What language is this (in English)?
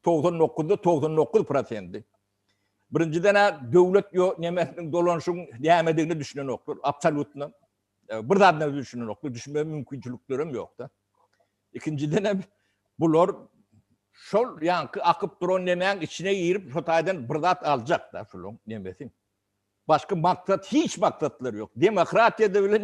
Turkmen